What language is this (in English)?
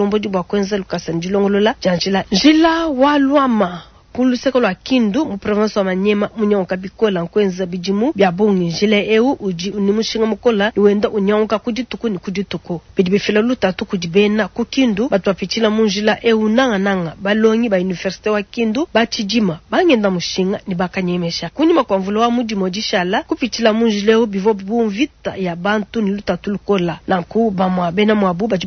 Luba-Lulua